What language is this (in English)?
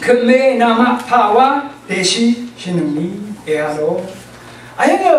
Rawang